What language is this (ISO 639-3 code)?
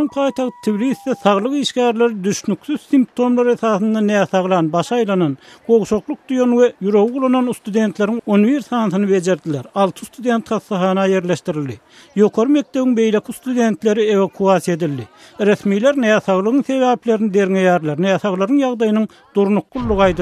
tuk